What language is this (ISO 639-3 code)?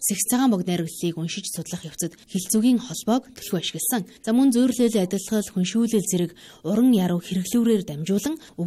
mon